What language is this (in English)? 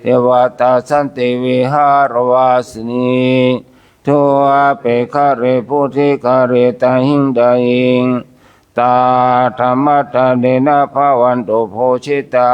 Pali